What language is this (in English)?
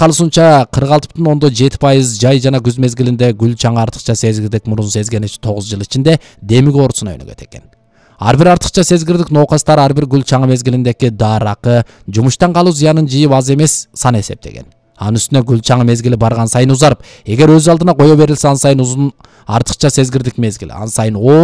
Kyrgyz